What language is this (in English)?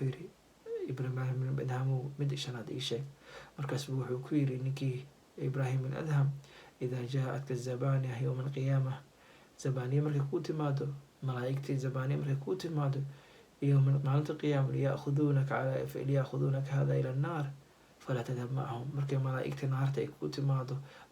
Somali